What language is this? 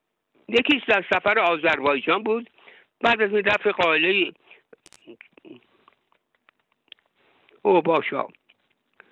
Persian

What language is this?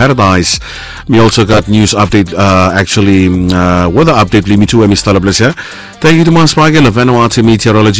Bislama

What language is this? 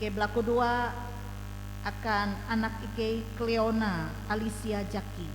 Ngaju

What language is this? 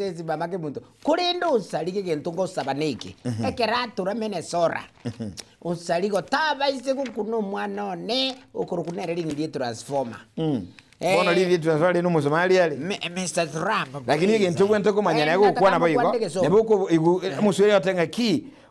Gusii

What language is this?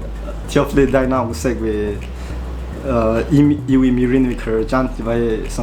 Tangkhul Naga (India)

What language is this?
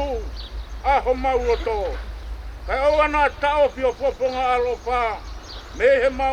Tongan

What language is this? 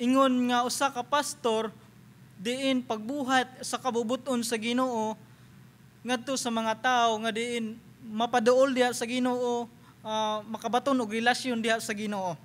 Cebuano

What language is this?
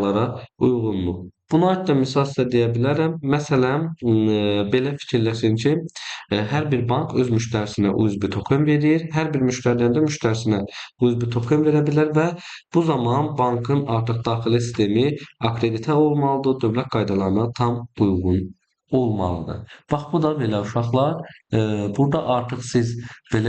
Azerbaijani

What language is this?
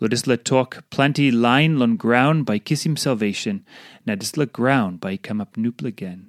Tok Pisin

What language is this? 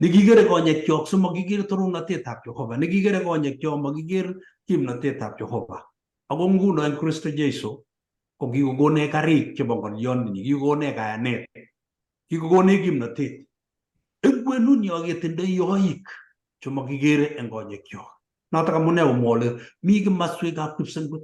Kalenjin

